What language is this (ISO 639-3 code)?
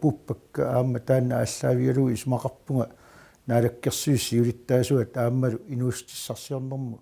kal